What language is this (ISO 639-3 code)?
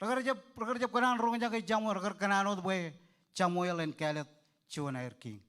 mah